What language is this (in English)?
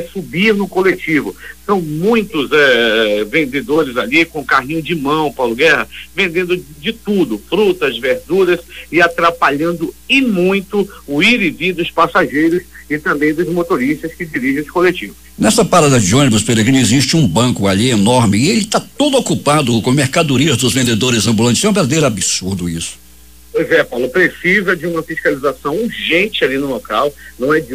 Portuguese